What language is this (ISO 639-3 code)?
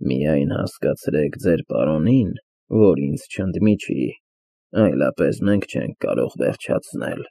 hye